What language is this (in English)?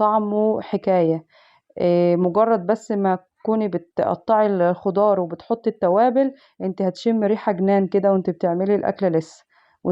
Egyptian Arabic